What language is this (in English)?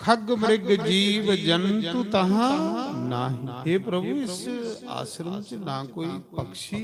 Dogri